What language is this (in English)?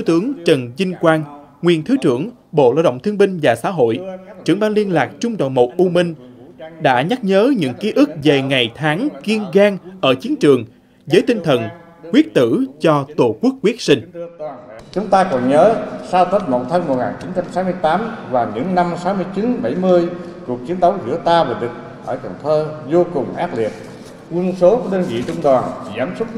Vietnamese